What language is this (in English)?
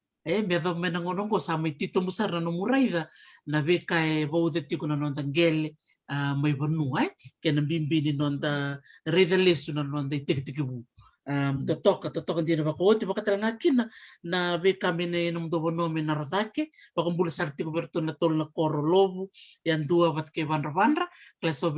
Fijian